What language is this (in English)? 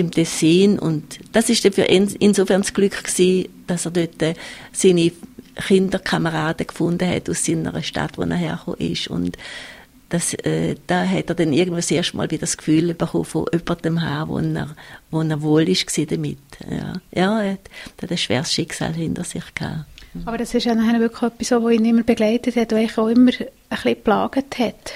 German